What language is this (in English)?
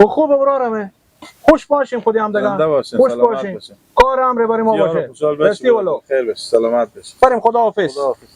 Hazaragi